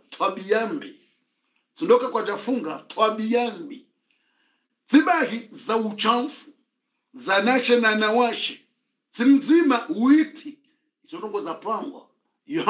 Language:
Swahili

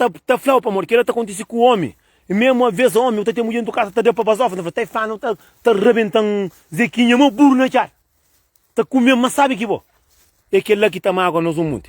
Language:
Kabuverdianu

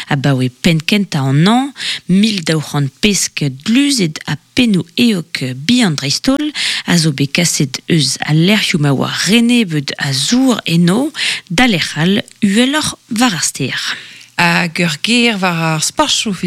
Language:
Breton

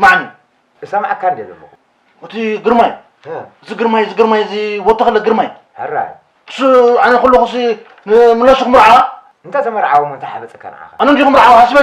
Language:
Tigrinya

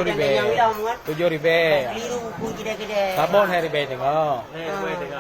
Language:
Achinese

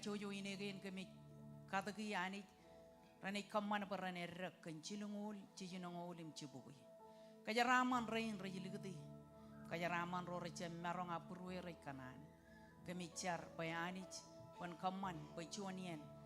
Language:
Marshallese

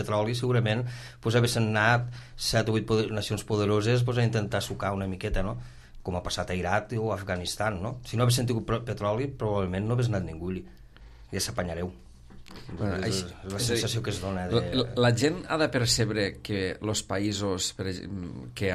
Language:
Catalan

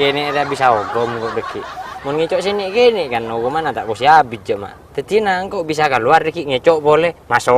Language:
Madurese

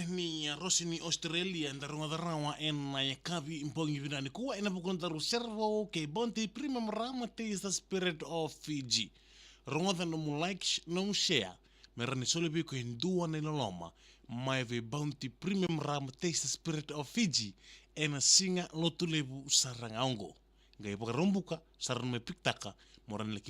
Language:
Fijian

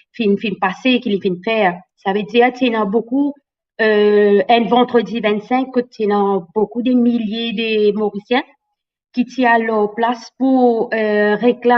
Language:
Morisyen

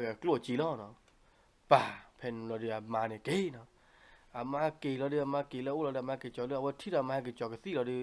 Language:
S'gaw Karen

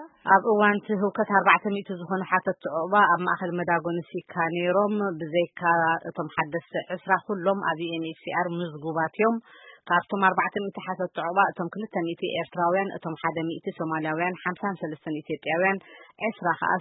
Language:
Tigrinya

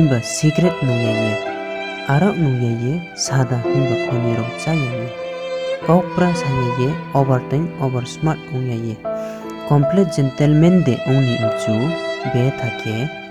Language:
Riang (India)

